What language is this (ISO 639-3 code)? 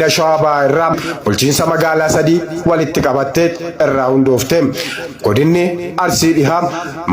orm